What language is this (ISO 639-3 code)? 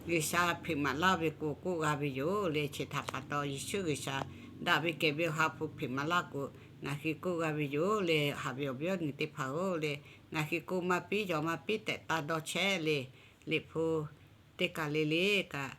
lhu